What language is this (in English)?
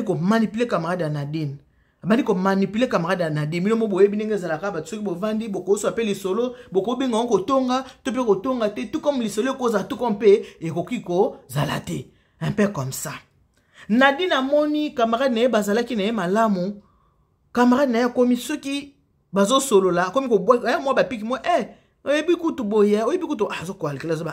Lingala